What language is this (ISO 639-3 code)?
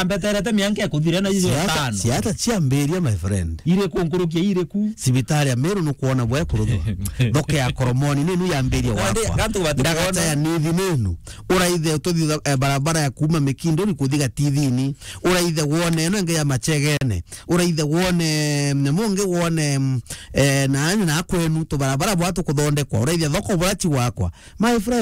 mer